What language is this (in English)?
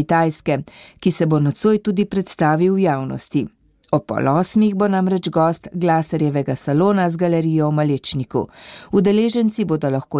Slovenian